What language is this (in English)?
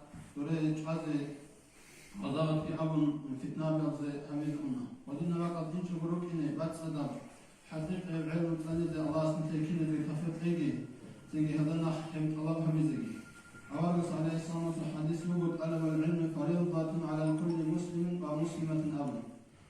Avaric